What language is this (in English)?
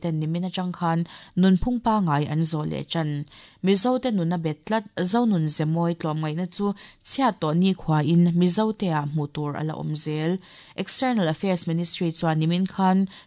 Mizo